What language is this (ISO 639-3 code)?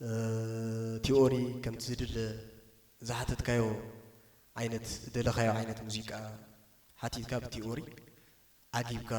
tir